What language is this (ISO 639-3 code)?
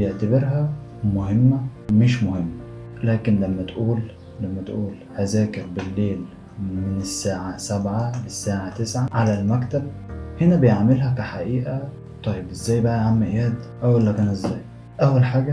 arz